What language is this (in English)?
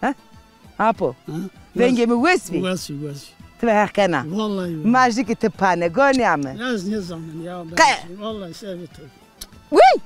Zaza